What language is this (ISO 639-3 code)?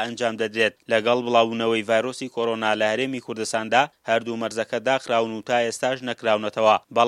ckb